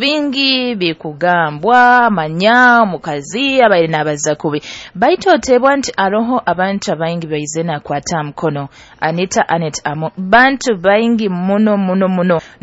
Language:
Nyoro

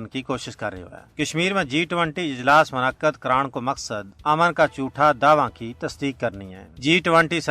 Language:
Gujari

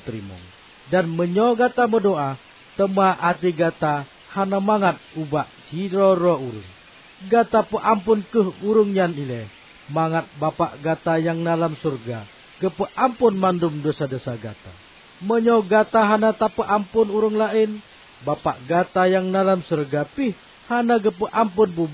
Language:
Achinese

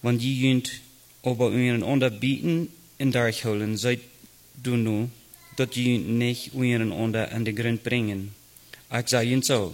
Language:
Plautdietsch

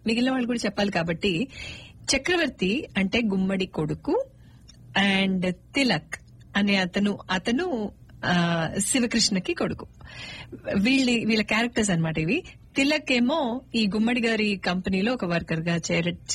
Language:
Telugu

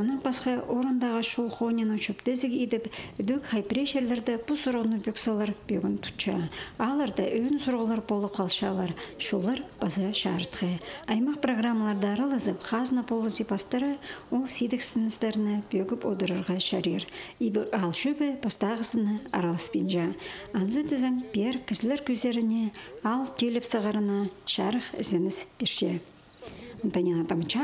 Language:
Khakas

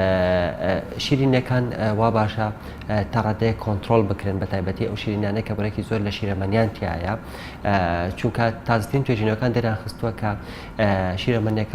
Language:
Central Kurdish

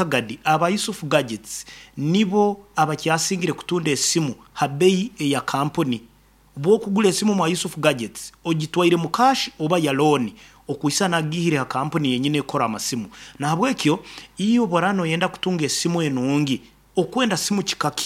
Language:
Nyoro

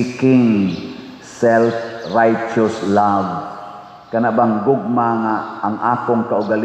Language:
Cebuano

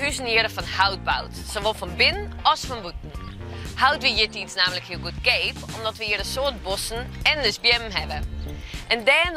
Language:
Western Frisian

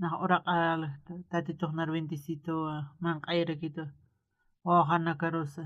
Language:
Aymara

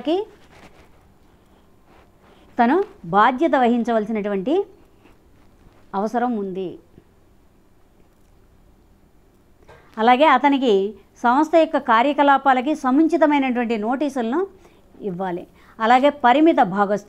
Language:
Telugu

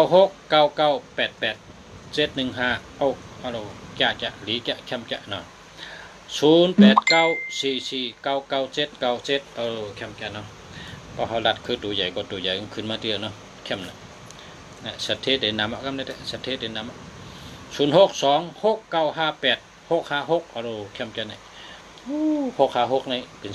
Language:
Shan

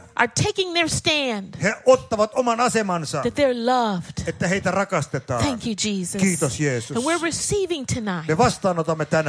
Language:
Finnish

